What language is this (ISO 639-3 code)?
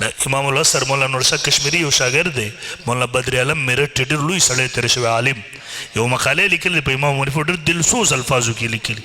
pus